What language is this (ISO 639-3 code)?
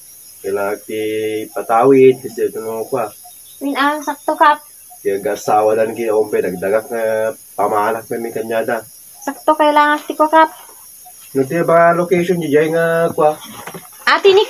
ilo